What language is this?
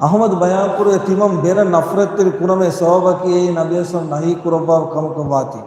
Divehi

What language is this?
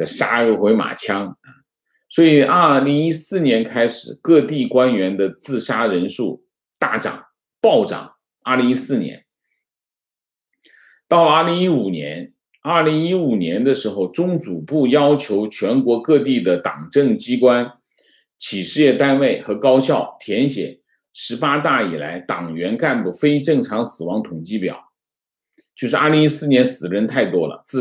Chinese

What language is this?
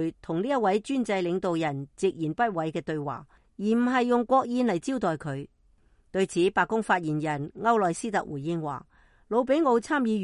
Cantonese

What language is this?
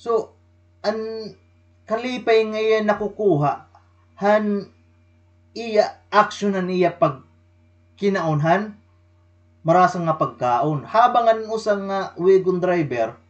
Waray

